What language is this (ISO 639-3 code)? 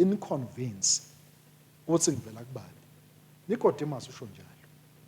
ssw